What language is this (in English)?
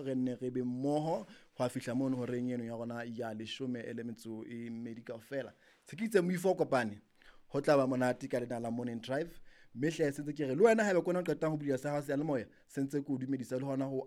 Southern Sotho